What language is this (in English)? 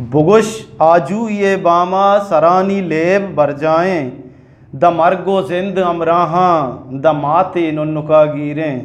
Eastern Balochi